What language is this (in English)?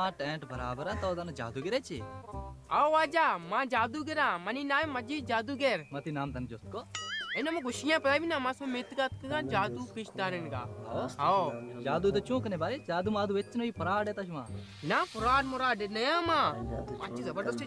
Baluchi